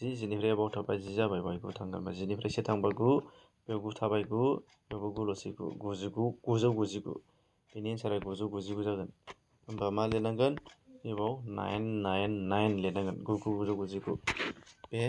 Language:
Bodo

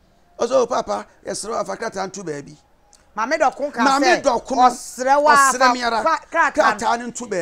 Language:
Akan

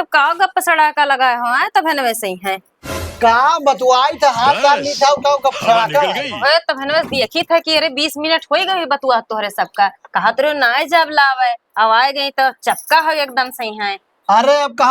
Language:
Awadhi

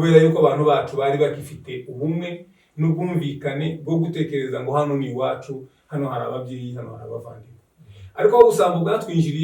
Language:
Kinyarwanda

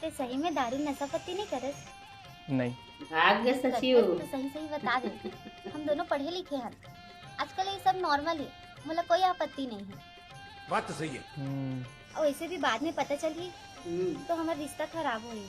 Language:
Chhattisgarhi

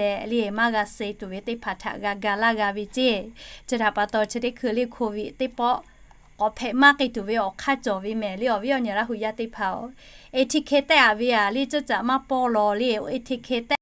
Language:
Lahu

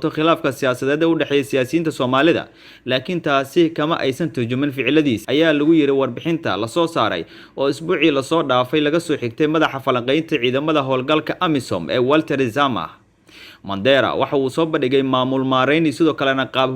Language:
Somali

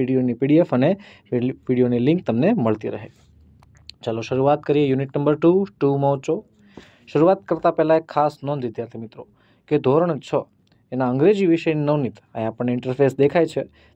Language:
Gujarati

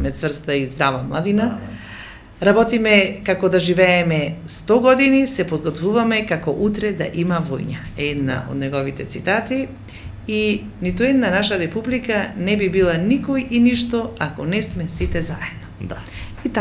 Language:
Macedonian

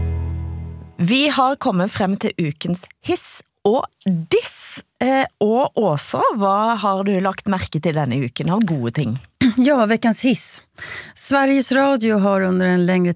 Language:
Swedish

